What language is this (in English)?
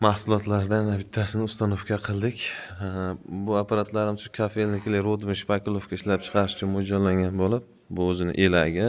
Uzbek